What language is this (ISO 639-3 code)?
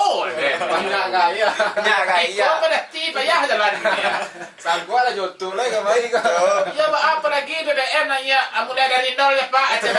min